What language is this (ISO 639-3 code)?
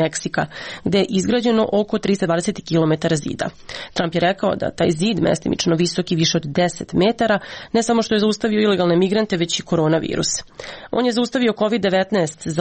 srp